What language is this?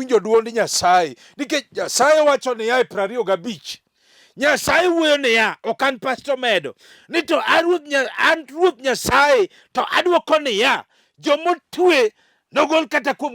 Luo (Kenya and Tanzania)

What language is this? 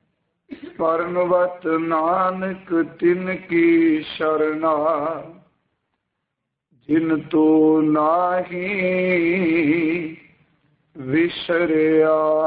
Punjabi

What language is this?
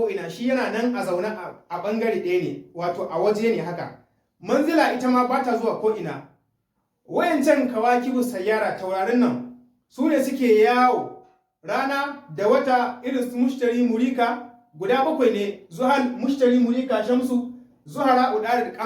Hausa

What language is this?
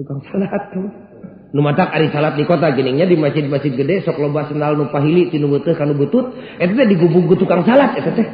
Sundanese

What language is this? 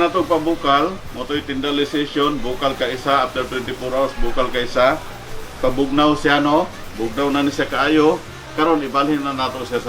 Cebuano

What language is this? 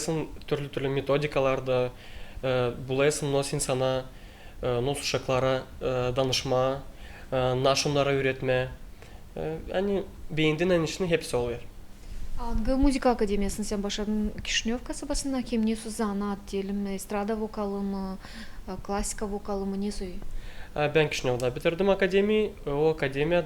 Gagauz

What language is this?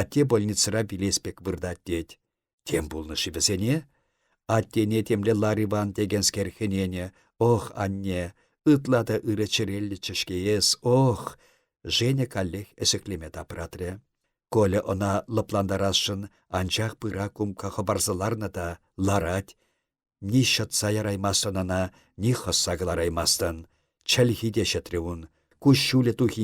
Chuvash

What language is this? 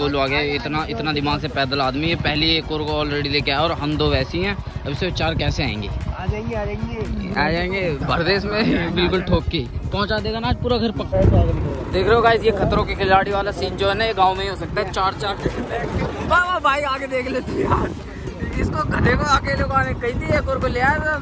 Hindi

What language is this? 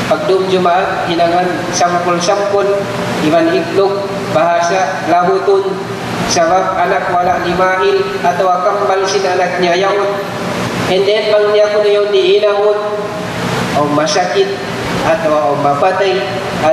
Tausug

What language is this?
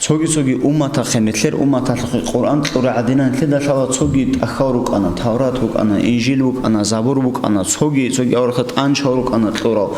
Avaric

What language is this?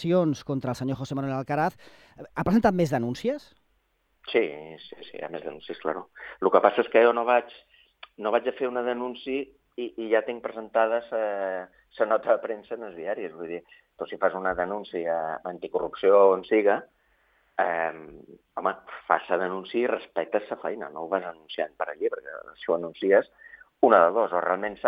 Catalan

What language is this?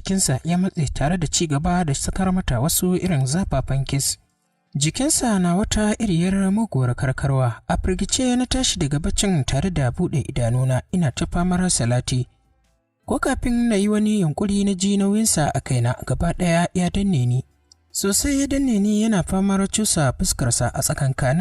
Hausa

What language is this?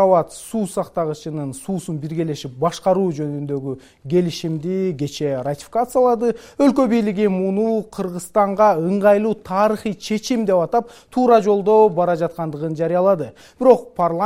Kyrgyz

